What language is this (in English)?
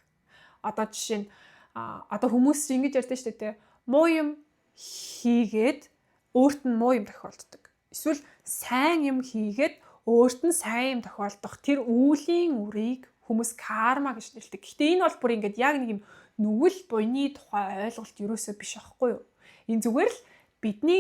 Mongolian